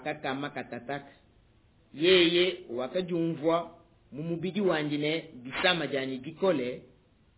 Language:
Luba-Lulua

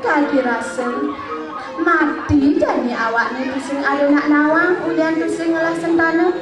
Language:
Balinese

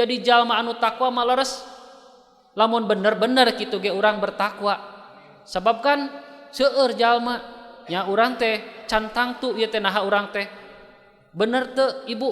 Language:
Sundanese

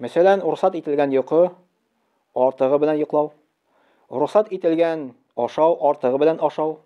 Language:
Tatar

